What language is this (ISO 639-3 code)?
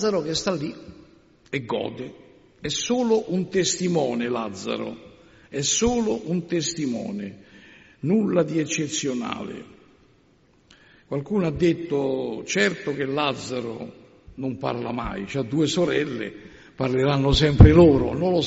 ita